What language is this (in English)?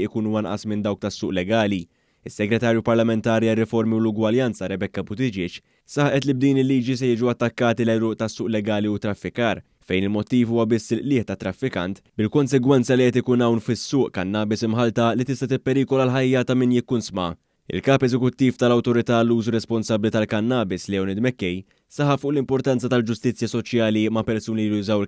Maltese